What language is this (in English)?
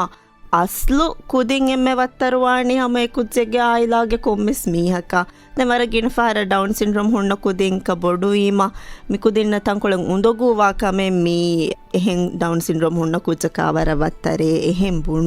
Divehi